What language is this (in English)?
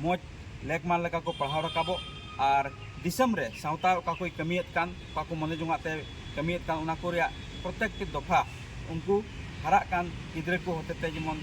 Santali